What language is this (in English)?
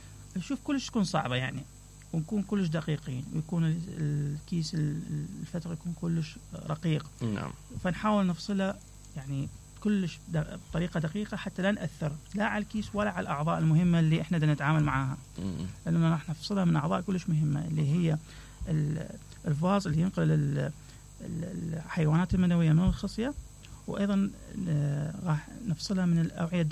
Mesopotamian Arabic